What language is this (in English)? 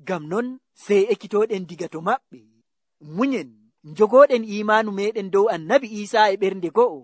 Nigerian Fulfulde